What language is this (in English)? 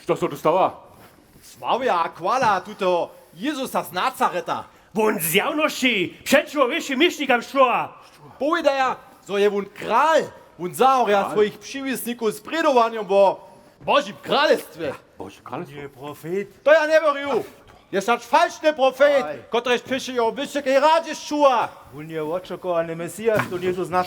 Upper Sorbian